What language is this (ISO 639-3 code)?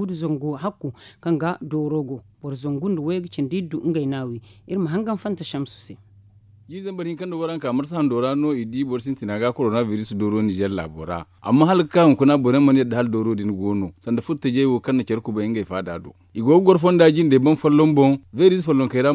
dje